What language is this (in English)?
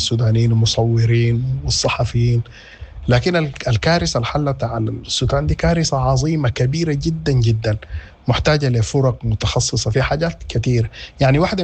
Sudanese Arabic